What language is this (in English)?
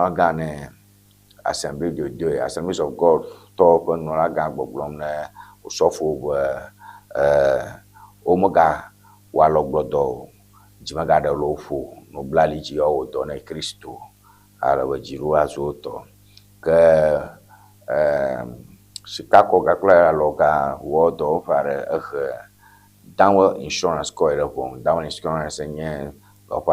Ewe